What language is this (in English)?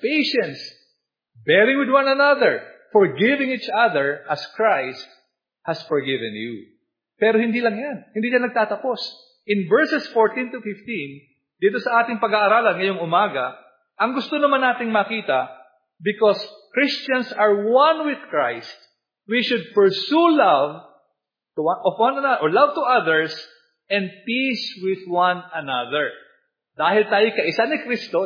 Filipino